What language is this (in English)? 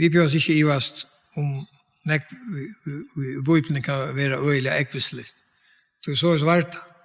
Faroese